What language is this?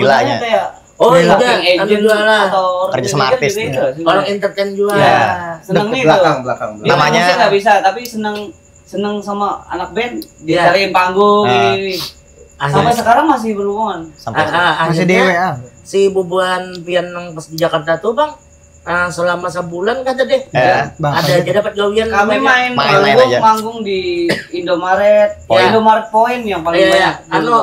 Banjar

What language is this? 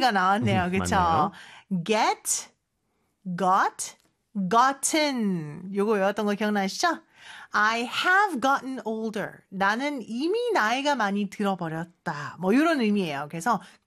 Korean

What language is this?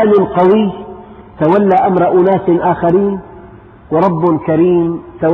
Arabic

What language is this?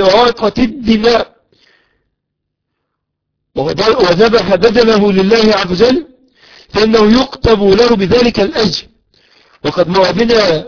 Arabic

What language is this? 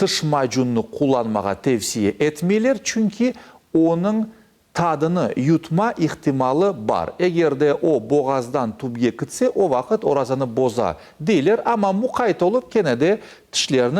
Crimean Tatar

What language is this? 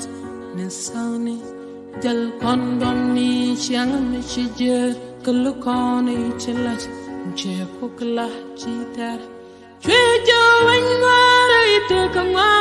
Nuer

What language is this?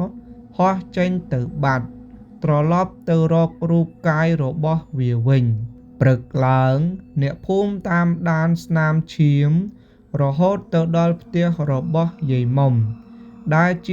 Khmer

